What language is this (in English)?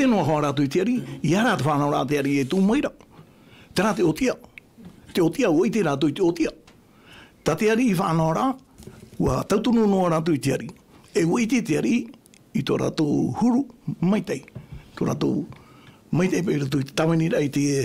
Tahitian